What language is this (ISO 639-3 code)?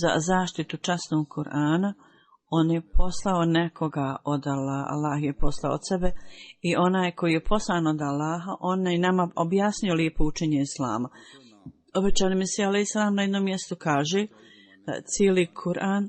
bos